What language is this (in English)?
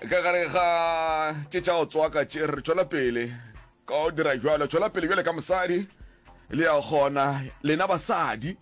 Northern Sotho